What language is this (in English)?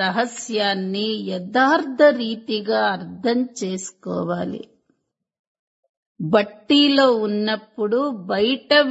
Telugu